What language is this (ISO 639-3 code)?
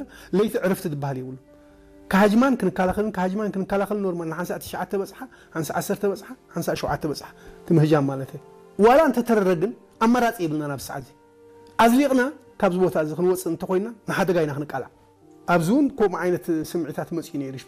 tir